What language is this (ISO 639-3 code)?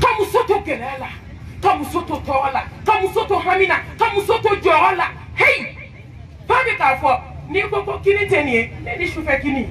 bam